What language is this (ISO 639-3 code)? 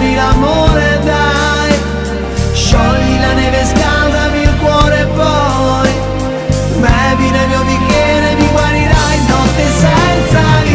ita